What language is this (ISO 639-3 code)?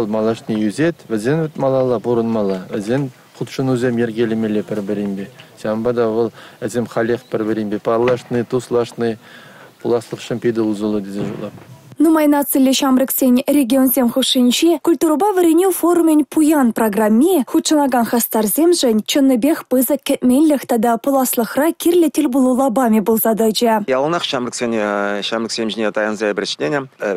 chv